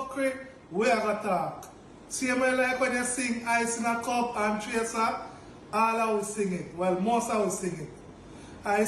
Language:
Jamaican Creole English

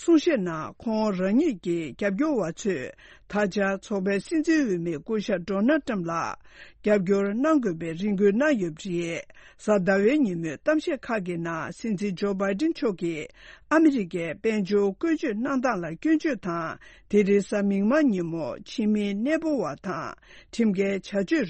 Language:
Tibetan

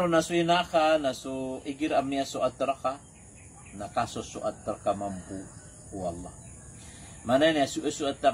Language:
Maranao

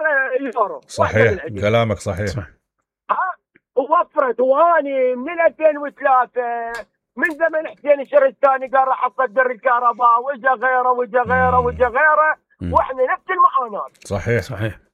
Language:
Mesopotamian Arabic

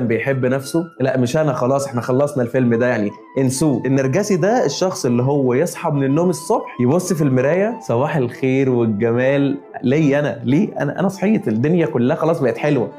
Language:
Egyptian Arabic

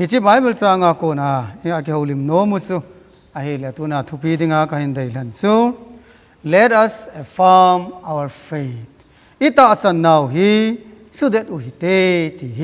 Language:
Thado Chin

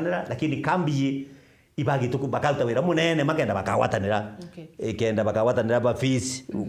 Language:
Meru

